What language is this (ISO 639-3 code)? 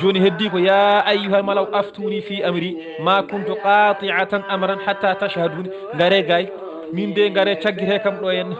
ful